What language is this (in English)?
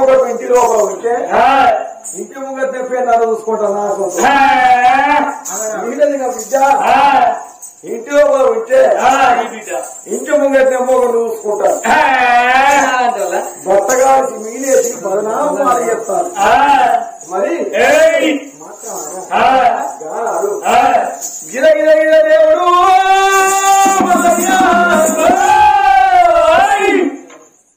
Telugu